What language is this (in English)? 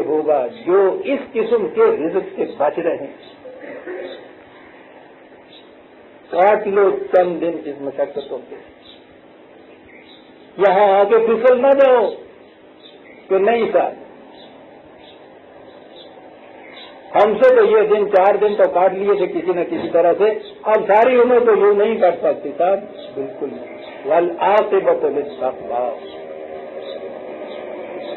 Urdu